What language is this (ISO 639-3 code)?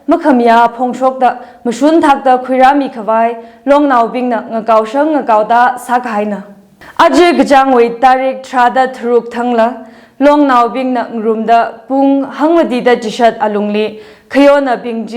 nmf